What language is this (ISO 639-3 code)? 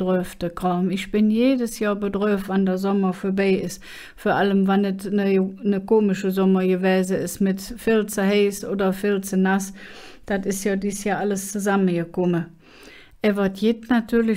ksh